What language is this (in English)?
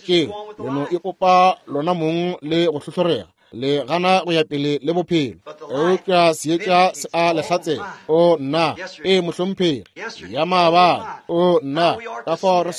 Northern Sotho